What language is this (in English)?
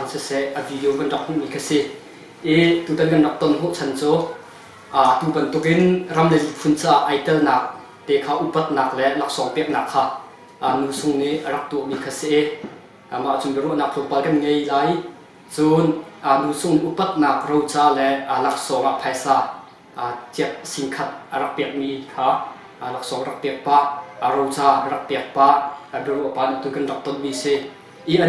Hakha Chin